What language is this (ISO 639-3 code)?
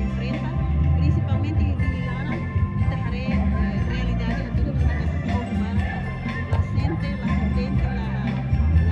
tet